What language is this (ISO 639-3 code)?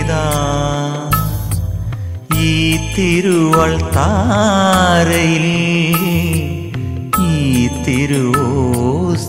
mal